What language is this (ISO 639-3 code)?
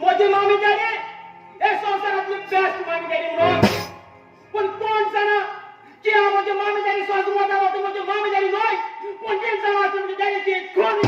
kok